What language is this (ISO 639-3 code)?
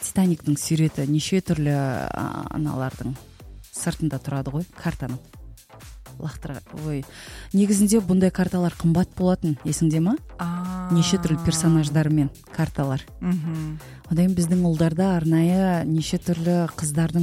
kaz